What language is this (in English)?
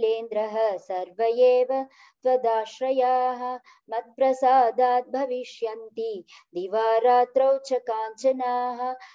Sanskrit